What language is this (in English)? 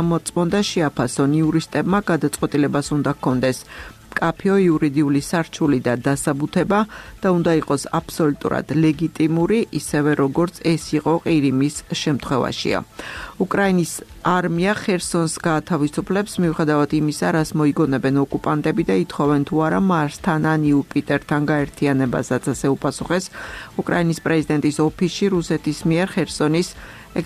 Georgian